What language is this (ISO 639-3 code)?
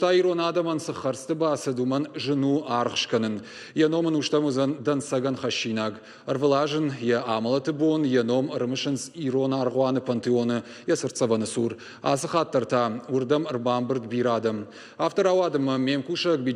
oss